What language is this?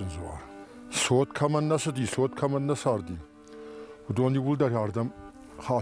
Ossetic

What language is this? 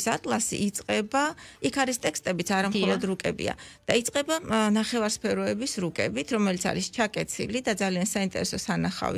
Georgian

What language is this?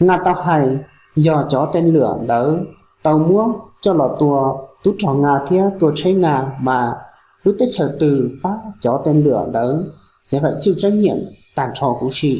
Hmong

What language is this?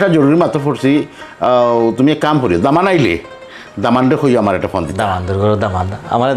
Sylheti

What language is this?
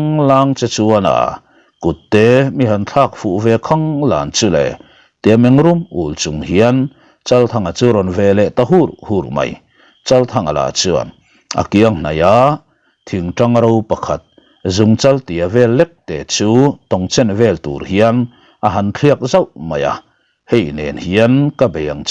Mizo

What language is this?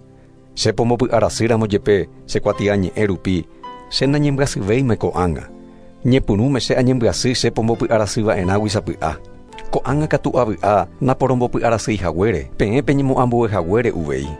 Guarani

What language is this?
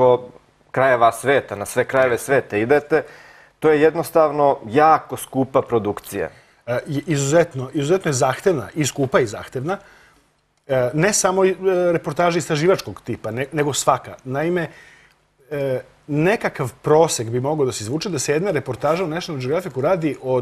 Serbian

